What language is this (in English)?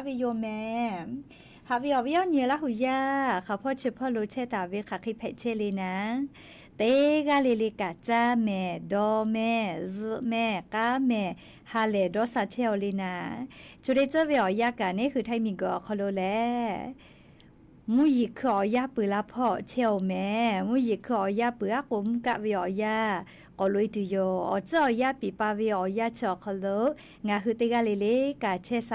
Lahu